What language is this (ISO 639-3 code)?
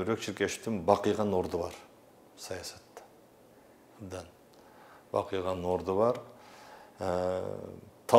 kir